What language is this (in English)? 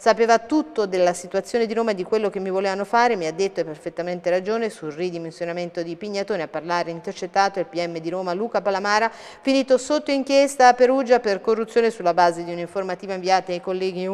Italian